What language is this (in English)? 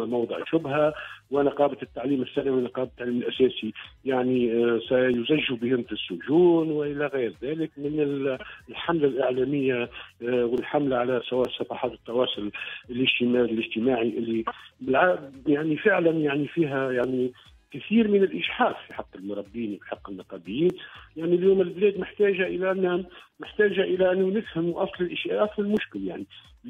Tunisian Arabic